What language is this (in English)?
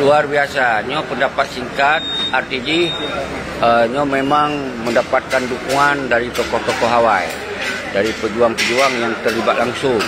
Achinese